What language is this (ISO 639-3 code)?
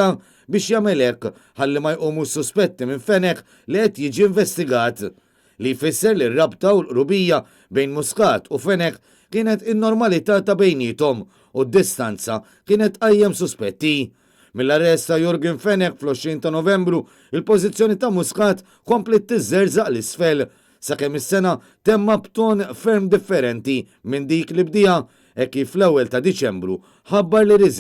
mlt